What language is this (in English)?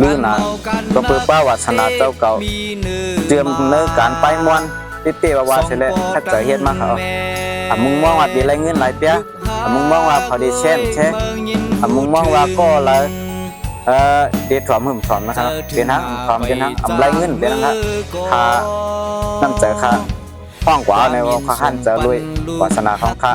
Shan